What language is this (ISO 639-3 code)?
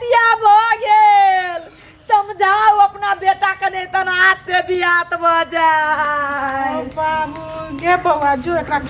mai